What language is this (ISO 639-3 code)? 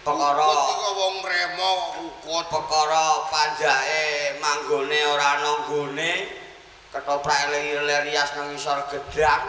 jav